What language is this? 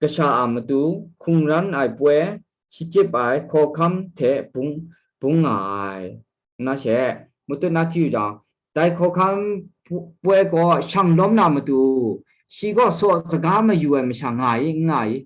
Kachin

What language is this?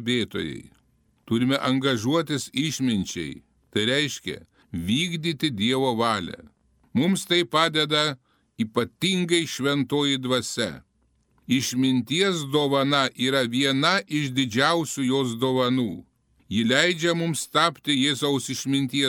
Lithuanian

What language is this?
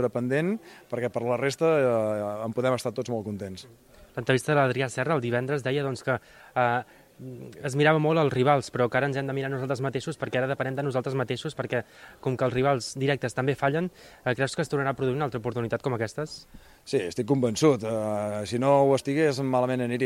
Catalan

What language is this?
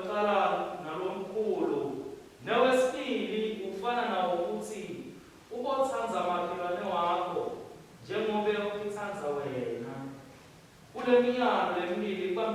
Swati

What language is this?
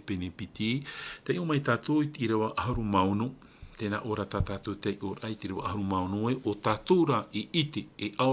Tahitian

